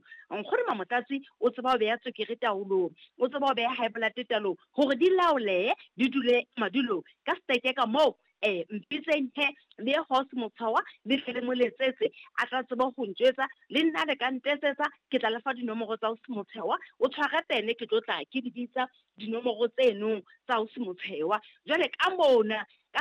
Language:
Southern Sotho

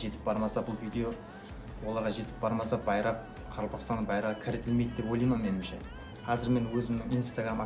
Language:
Kara-Kalpak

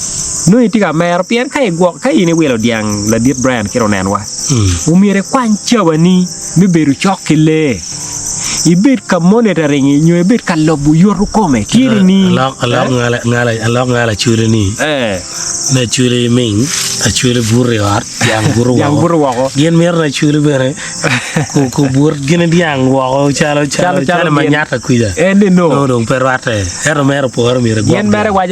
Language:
Acoli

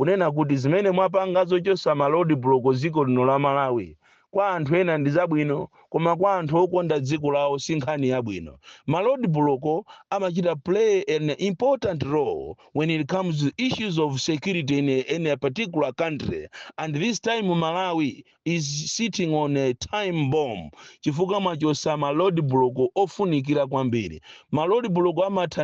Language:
Nyanja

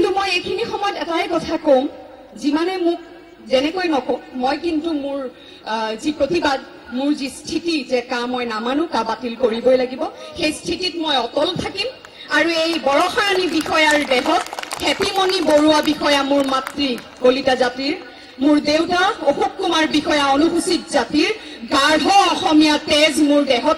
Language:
Assamese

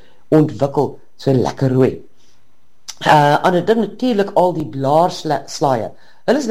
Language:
Afrikaans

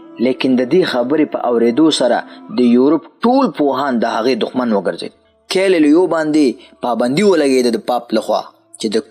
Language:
Pashto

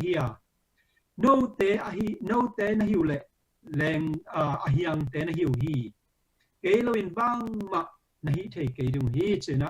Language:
Tedim Chin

